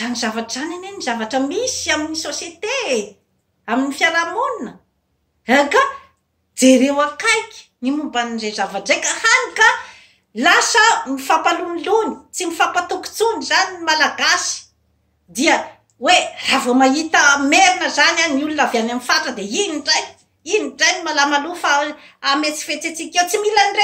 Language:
Malagasy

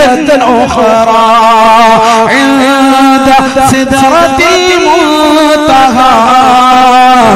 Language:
Malayalam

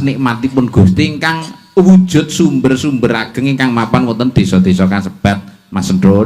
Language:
Javanese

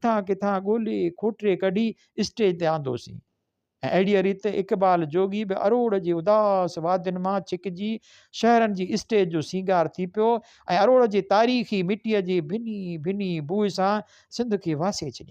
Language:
Sindhi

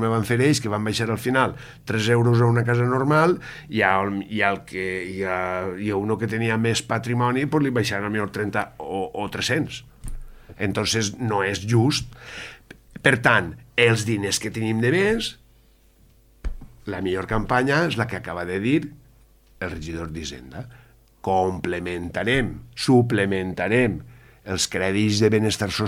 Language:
Catalan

